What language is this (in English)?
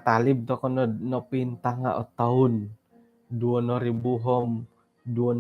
Central Dusun